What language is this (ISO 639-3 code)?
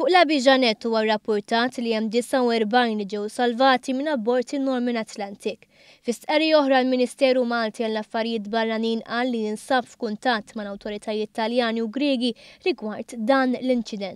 mlt